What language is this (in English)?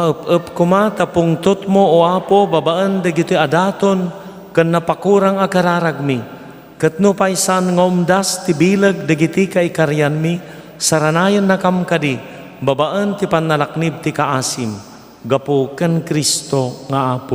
Iloko